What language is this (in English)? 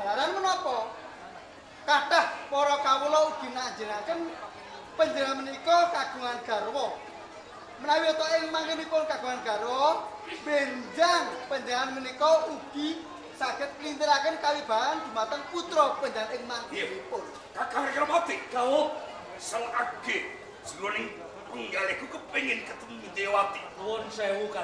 Javanese